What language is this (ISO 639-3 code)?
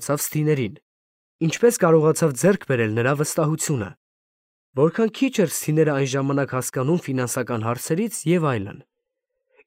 hye